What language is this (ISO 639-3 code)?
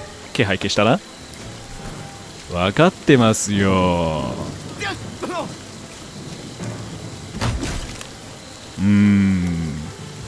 jpn